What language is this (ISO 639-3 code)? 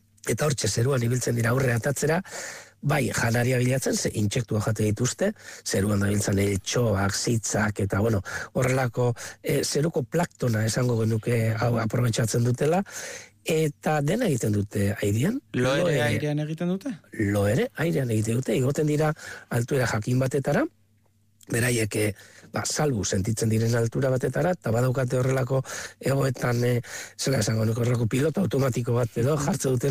eus